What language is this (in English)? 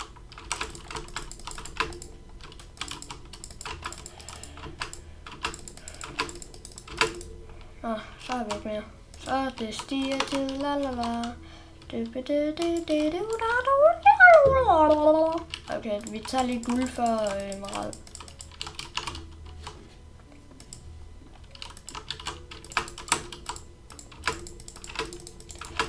Danish